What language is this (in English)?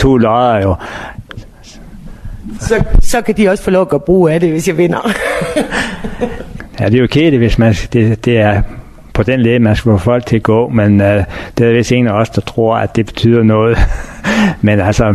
Danish